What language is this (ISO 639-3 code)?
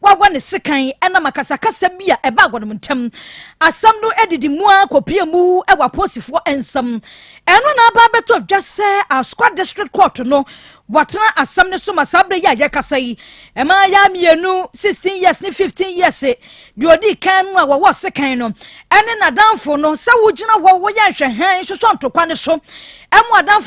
aka